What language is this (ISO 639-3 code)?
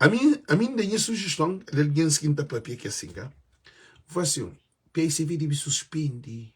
kea